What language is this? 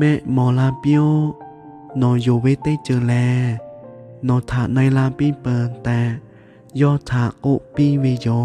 Lahu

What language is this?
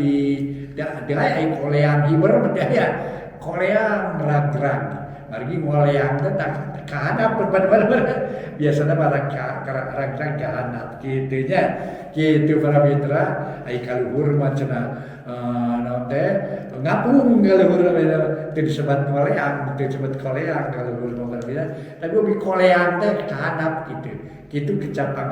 Sundanese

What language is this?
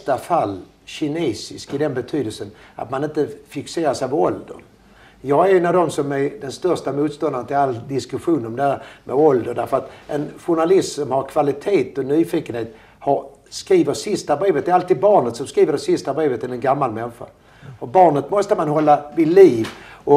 Swedish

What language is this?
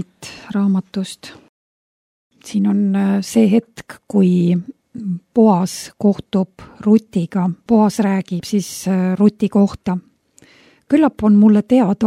Estonian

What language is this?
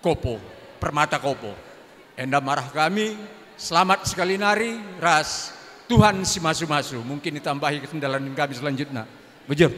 Batak Karo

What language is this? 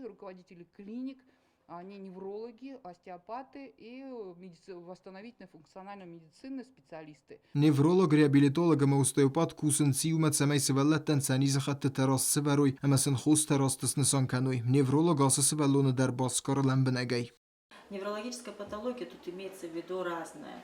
Ossetic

